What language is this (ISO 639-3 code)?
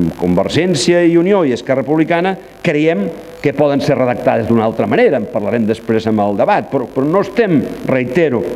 cat